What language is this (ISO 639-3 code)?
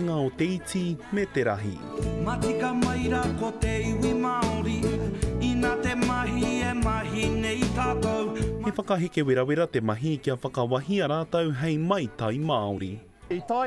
mri